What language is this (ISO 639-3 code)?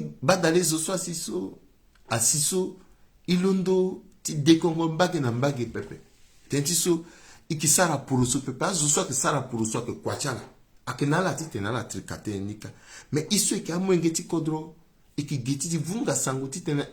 sag